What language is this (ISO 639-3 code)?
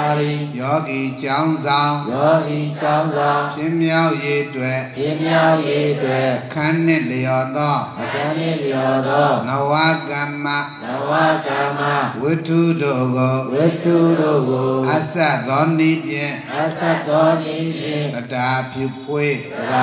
mya